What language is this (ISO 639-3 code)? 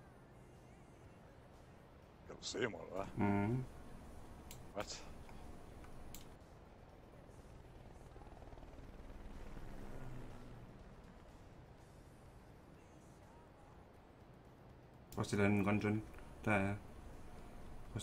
dan